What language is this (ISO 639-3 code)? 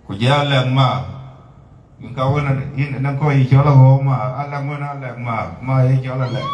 din